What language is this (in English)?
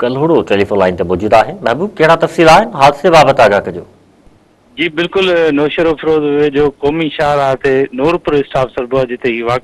Sindhi